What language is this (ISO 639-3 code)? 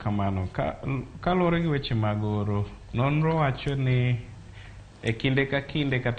luo